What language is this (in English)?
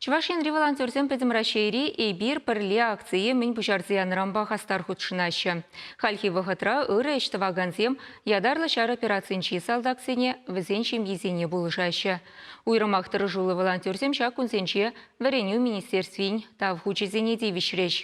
Chuvash